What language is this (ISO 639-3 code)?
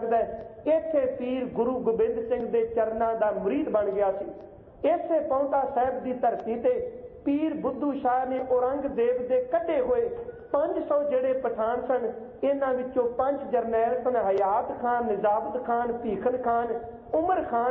pan